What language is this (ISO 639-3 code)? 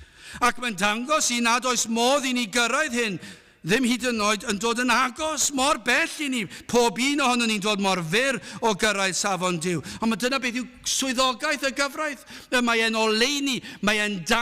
cym